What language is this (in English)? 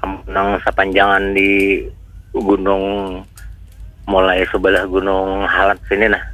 Banjar